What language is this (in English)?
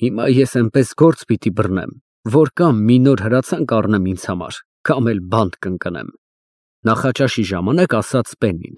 Armenian